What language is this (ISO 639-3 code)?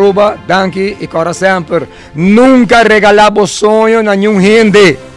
pap